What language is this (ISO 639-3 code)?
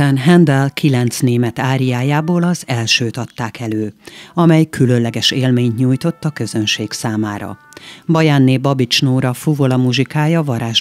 hun